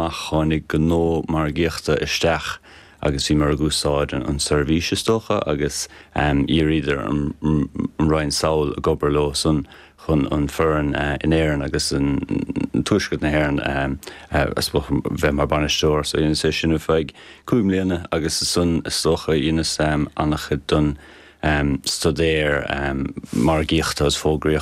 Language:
Irish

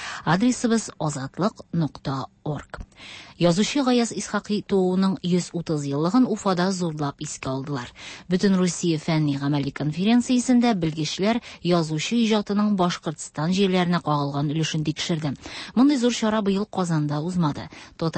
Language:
Tatar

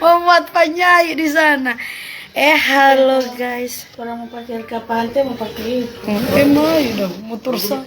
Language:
Manado Malay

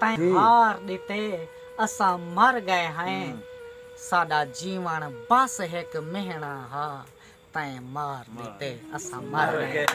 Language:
Saraiki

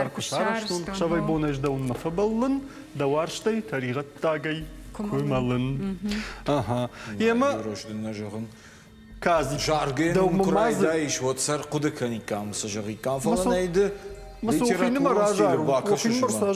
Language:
Ossetic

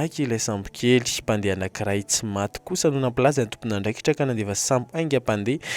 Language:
Malagasy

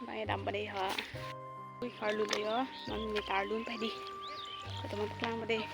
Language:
Karbi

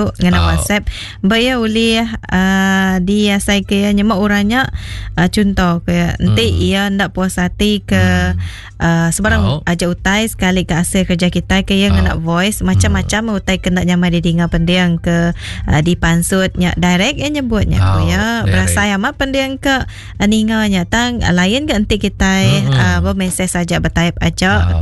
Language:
Iban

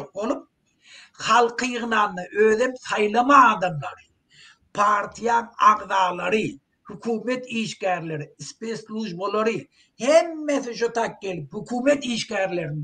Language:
Turkmen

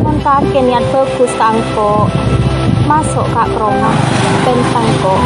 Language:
Madurese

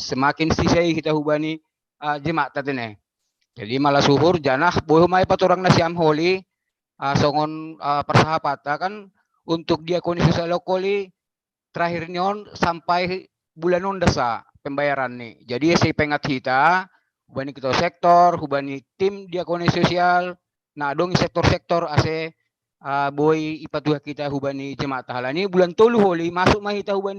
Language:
Batak Simalungun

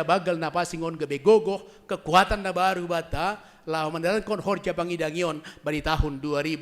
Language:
Batak Simalungun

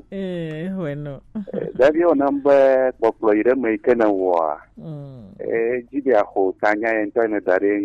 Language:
Gen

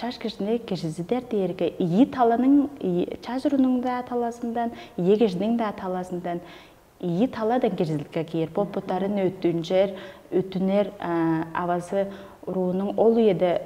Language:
Tuvinian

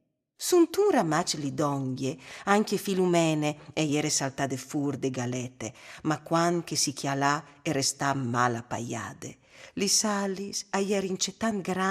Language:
Friulian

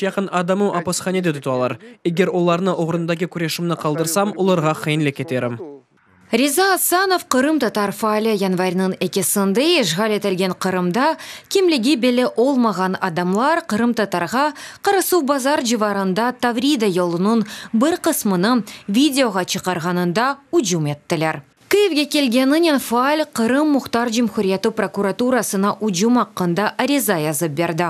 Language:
Crimean Tatar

